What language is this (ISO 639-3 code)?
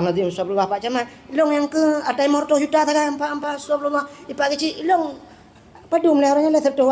ace